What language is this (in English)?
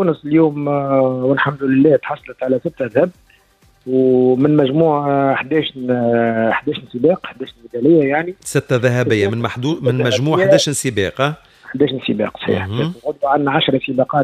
Tunisian Arabic